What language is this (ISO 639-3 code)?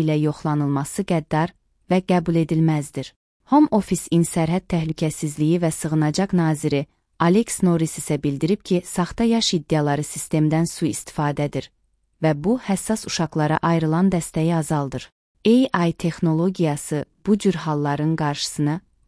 aze